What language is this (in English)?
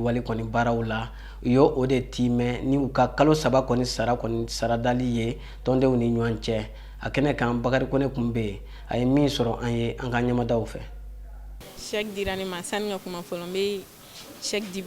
Bambara